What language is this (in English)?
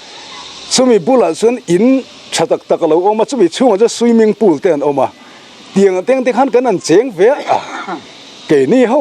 Mizo